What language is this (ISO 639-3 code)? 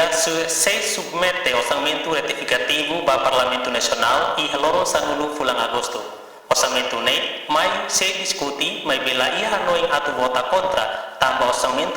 tet